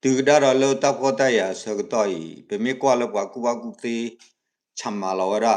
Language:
S'gaw Karen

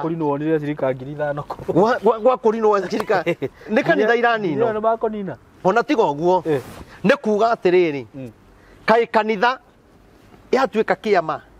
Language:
Kikuyu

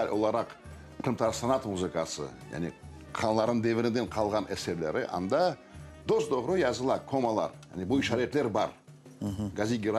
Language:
Crimean Tatar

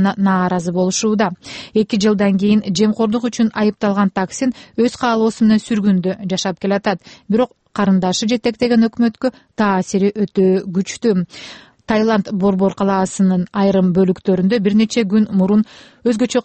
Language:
Kyrgyz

